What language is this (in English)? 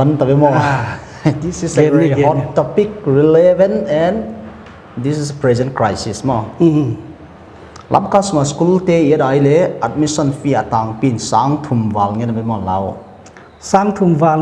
Paite Chin